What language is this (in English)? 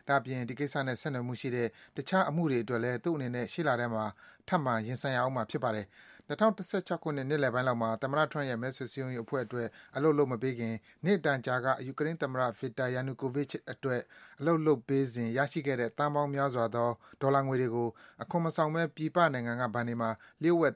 Burmese